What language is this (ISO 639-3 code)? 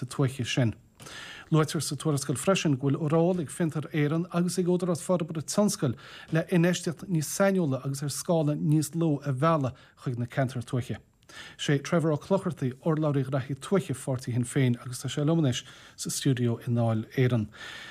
gle